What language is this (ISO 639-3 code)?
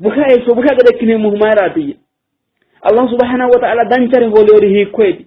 sid